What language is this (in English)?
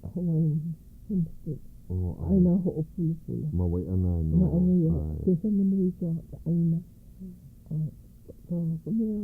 Hawaiian